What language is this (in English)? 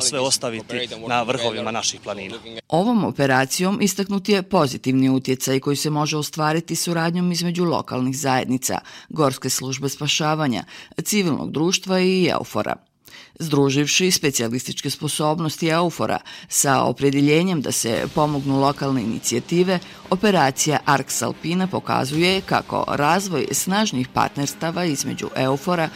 Bosnian